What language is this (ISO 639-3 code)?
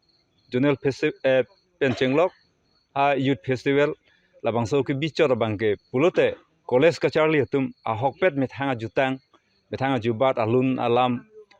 mjw